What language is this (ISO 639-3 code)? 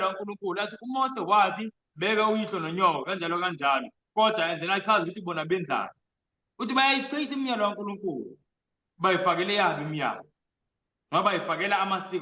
zul